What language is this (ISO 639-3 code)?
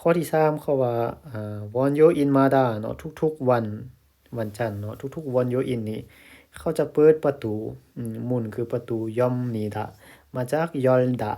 lao